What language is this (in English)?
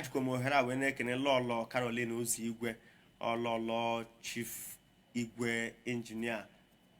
Igbo